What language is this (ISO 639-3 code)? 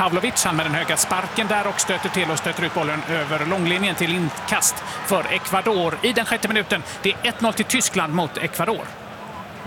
swe